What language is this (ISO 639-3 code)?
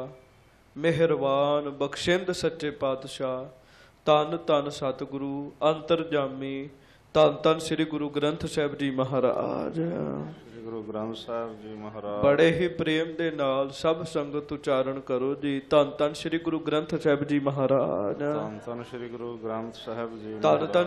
pan